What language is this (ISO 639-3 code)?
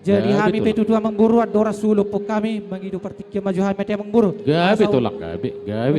bbc